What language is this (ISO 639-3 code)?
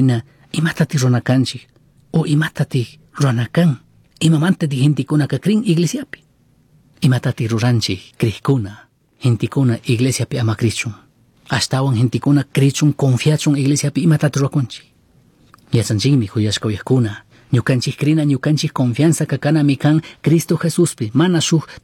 qug